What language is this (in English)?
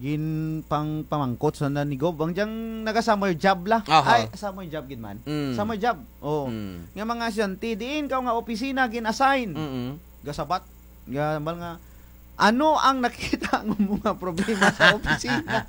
Kinaray-a